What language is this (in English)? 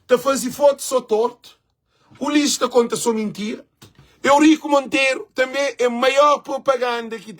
Kabuverdianu